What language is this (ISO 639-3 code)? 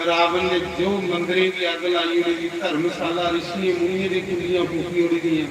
doi